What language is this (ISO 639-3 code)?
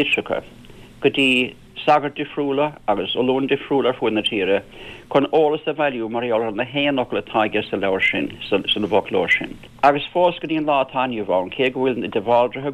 gle